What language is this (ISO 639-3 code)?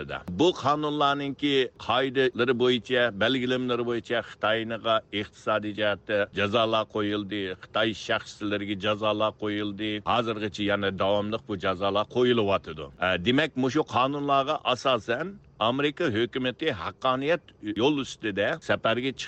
uig